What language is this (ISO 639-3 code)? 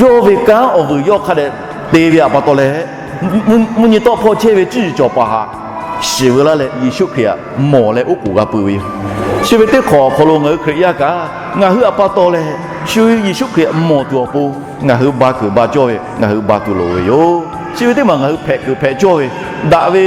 lhu